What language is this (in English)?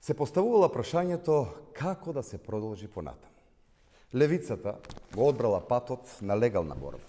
Macedonian